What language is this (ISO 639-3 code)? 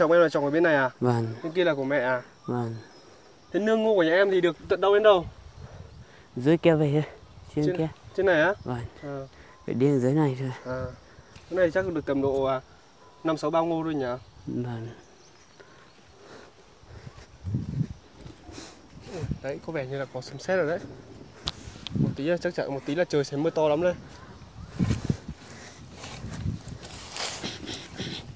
vie